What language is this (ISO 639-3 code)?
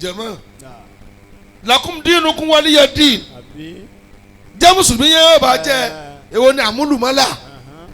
yor